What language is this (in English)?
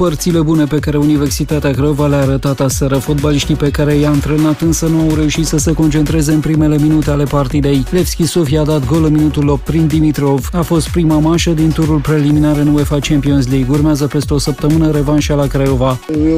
Romanian